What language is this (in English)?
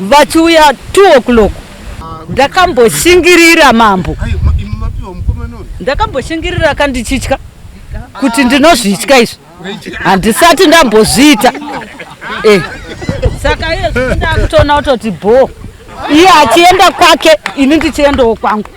Shona